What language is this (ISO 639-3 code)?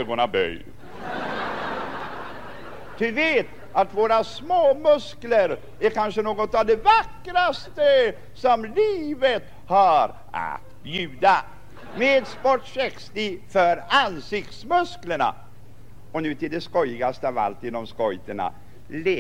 swe